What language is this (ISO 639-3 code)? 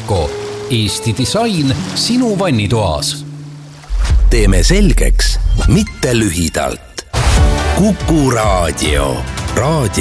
est